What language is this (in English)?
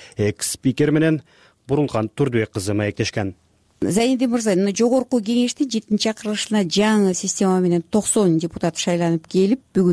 Kyrgyz